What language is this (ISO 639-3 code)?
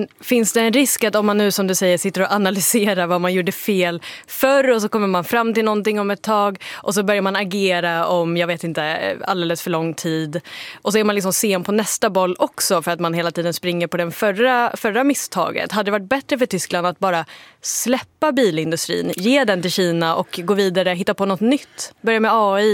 swe